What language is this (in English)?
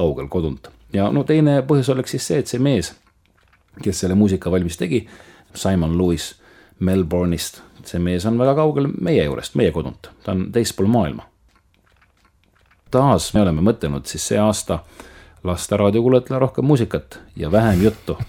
Estonian